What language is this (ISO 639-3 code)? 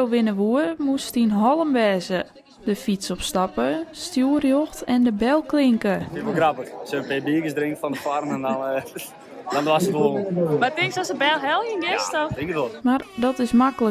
fry